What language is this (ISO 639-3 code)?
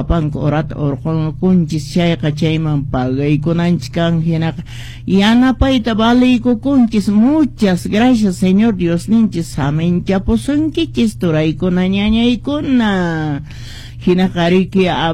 que